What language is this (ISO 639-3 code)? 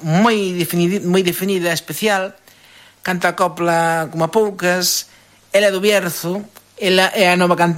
glg